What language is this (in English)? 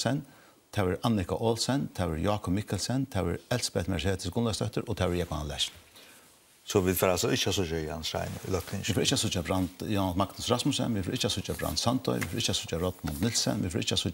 Faroese